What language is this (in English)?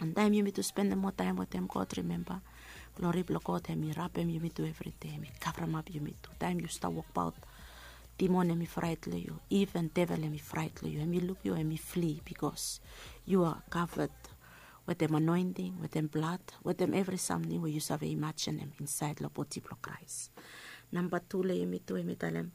Bislama